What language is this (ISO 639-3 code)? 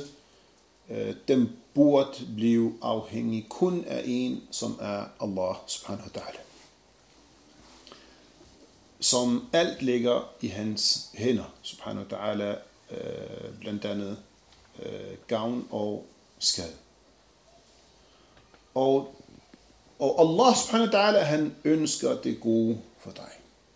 dan